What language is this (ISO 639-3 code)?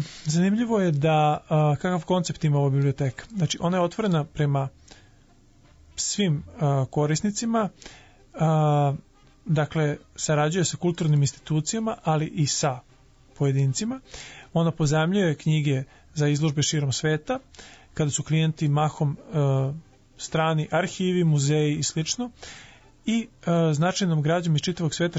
srp